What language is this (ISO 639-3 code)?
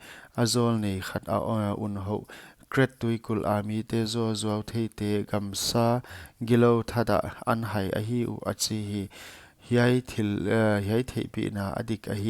pck